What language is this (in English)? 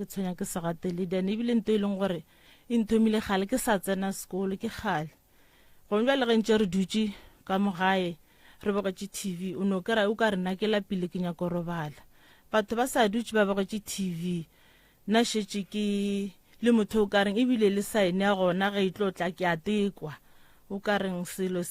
Northern Sotho